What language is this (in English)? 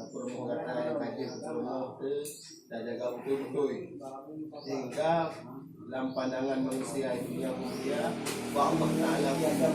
Achinese